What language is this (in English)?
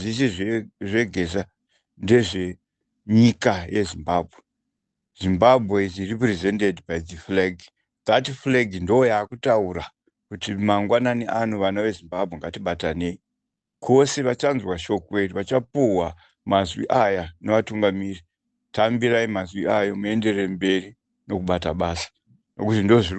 Shona